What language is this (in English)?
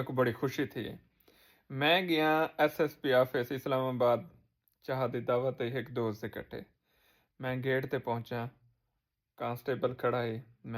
Saraiki